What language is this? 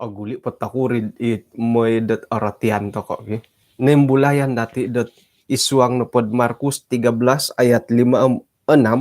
Central Dusun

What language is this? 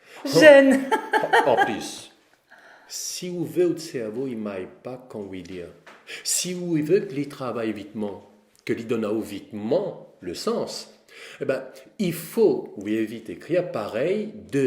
Réunion Creole French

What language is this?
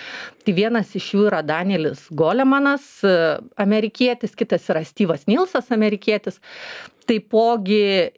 Lithuanian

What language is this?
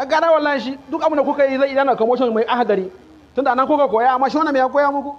Hausa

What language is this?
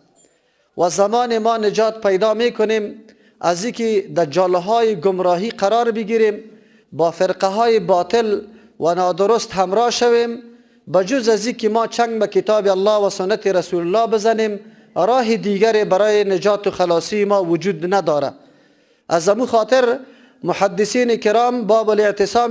Persian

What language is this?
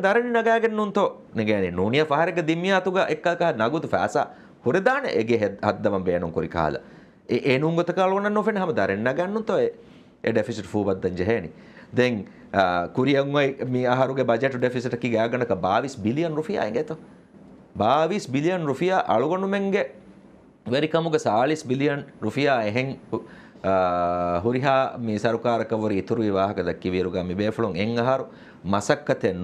Divehi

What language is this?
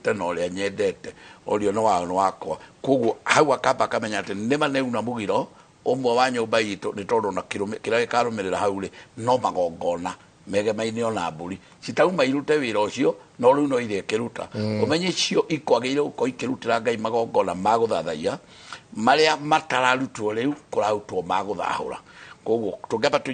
Kikuyu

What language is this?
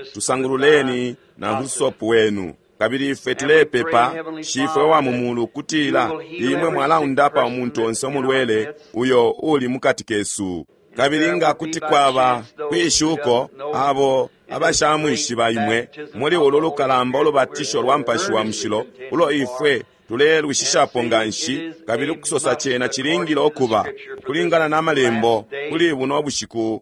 Bemba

